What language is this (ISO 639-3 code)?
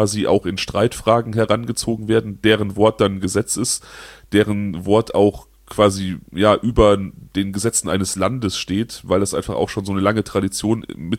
deu